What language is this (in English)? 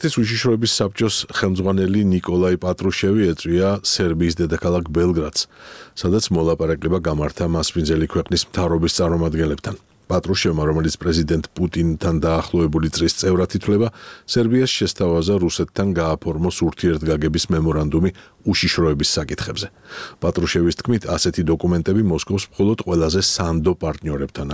Georgian